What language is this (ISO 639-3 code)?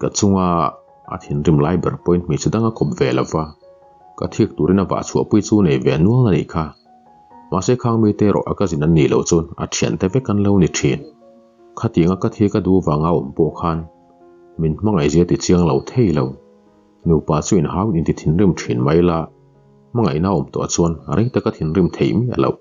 lus